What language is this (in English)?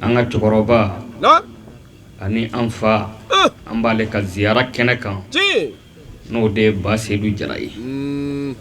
Bambara